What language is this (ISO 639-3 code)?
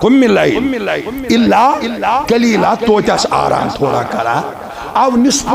kas